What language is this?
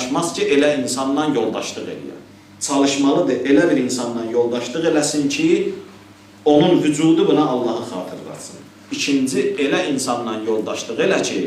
Azerbaijani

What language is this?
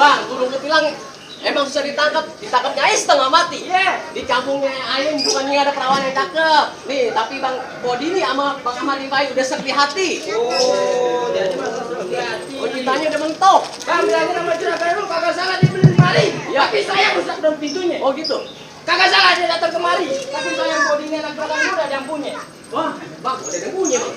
Betawi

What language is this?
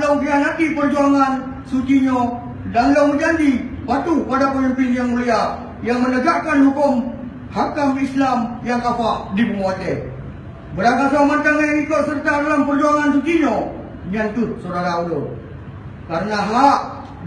Achinese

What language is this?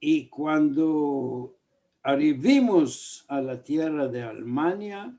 Ladino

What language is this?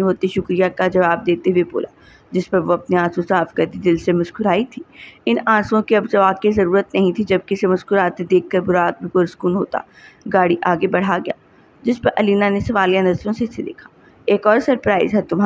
Urdu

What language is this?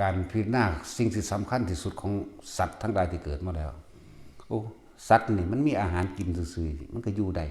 Northeastern Thai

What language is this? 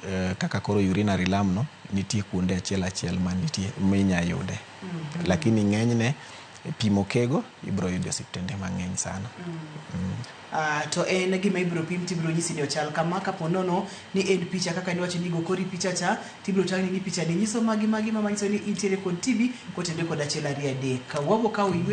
Luo (Kenya and Tanzania)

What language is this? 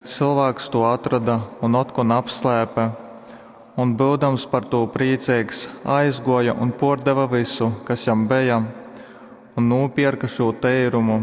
Latgalian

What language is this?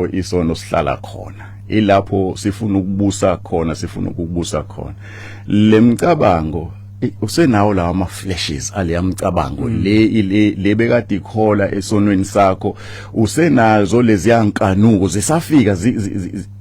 Zulu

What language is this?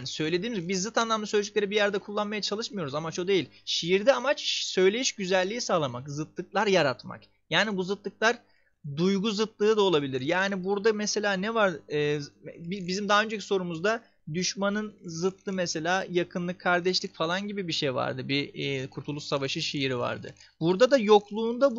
Turkish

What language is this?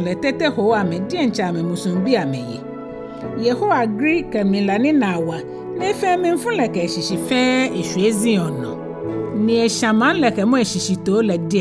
Ga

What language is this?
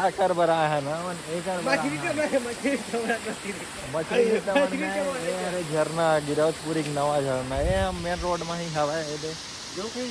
Chhattisgarhi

